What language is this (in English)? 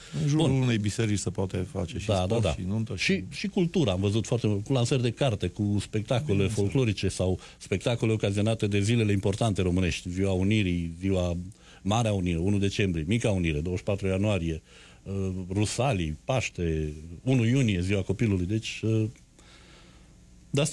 Romanian